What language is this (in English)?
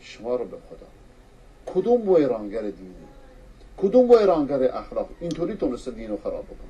Persian